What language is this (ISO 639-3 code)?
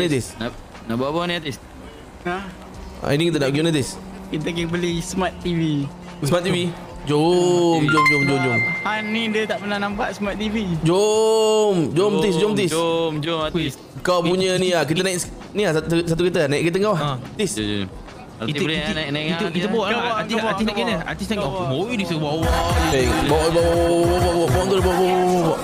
msa